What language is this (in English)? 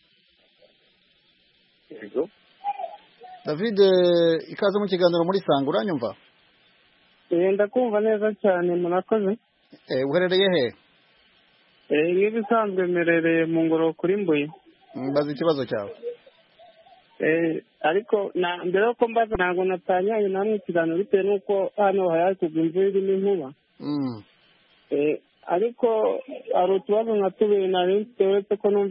Kinyarwanda